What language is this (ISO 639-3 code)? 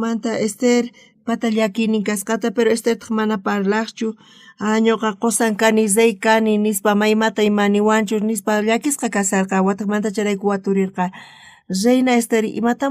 quh